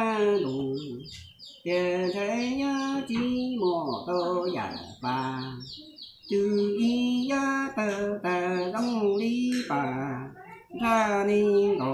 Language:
Hmong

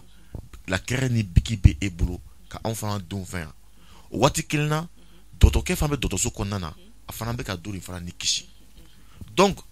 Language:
Bambara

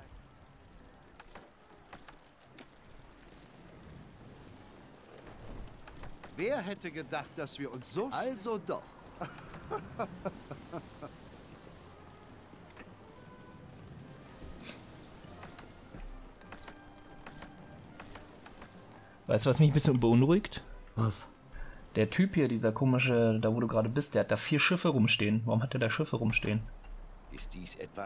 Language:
German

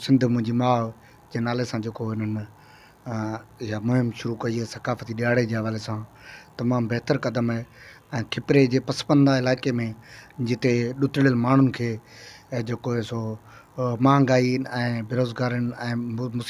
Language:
Sindhi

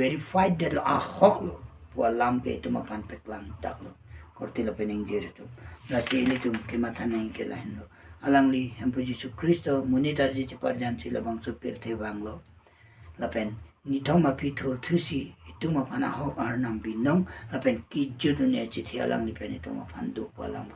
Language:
Karbi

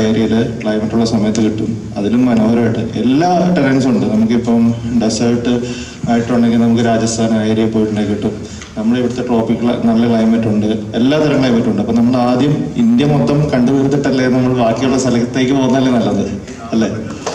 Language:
Malayalam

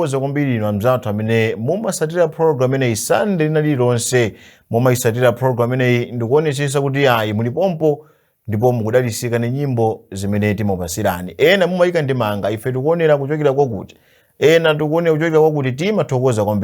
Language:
Nyanja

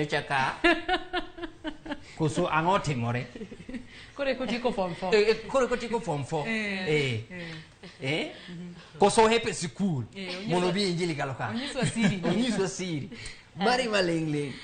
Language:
Luo (Kenya and Tanzania)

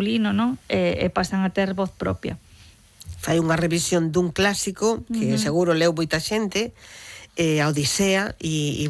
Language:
Galician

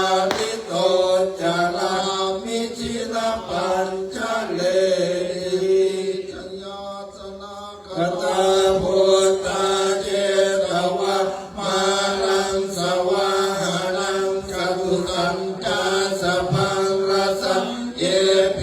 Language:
Pali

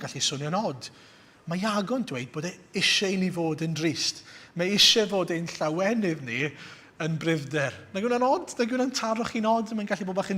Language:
Welsh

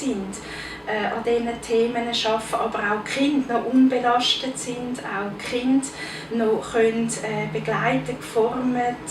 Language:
Swiss German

